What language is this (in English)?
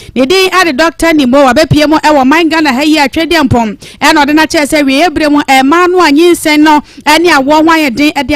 Akan